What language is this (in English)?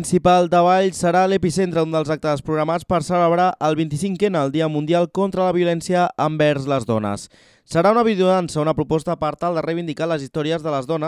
Catalan